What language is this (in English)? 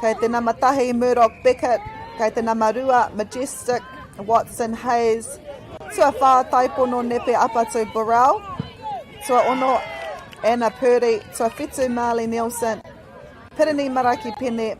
Māori